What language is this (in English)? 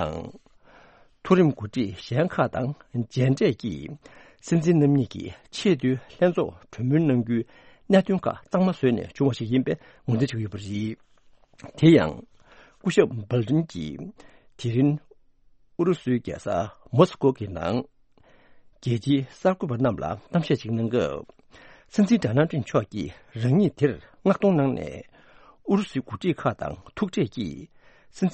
Tibetan